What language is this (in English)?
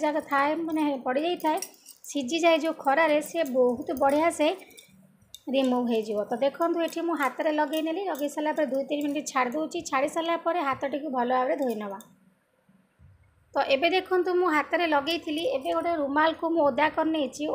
Odia